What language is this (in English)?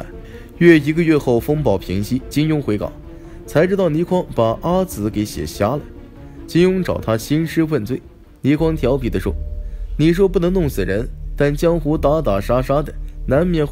Chinese